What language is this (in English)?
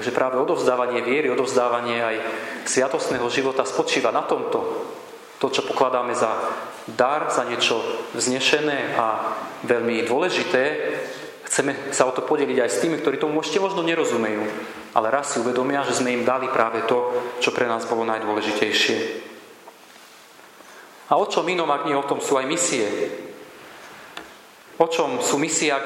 Slovak